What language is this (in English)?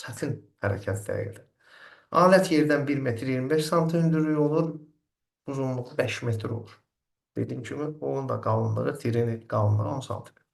Azerbaijani